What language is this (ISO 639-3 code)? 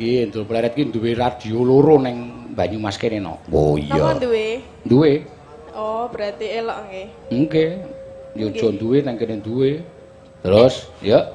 jav